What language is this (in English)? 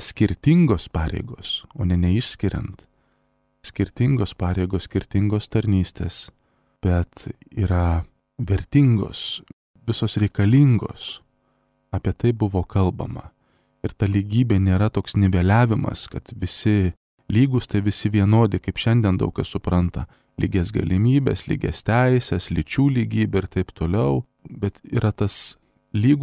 Lithuanian